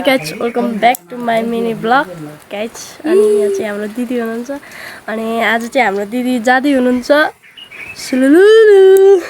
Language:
Nepali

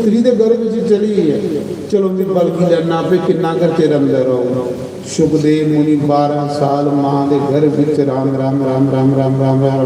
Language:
Dogri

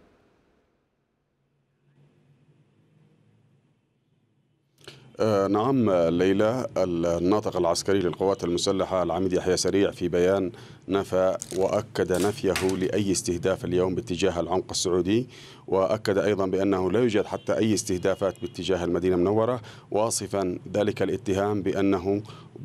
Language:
Arabic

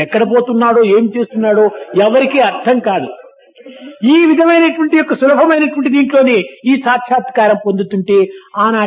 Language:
Telugu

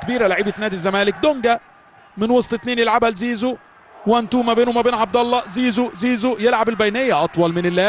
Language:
Egyptian Arabic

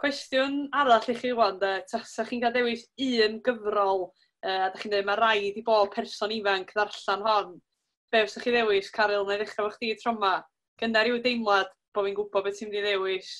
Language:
Welsh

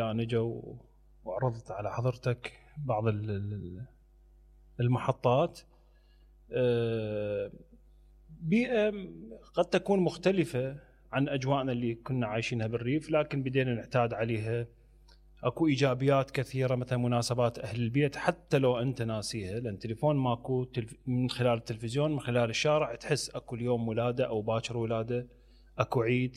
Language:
Mesopotamian Arabic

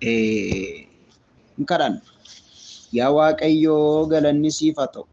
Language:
Oromo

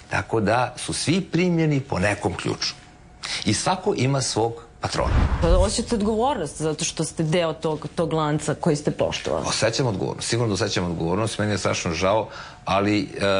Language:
Serbian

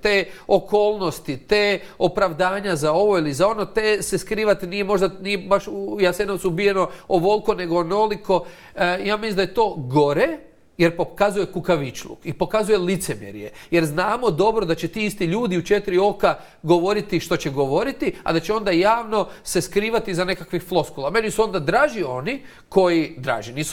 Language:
Croatian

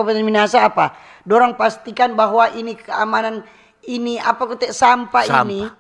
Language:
Manado Malay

